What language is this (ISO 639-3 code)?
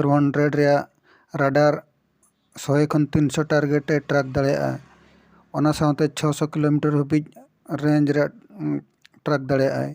sat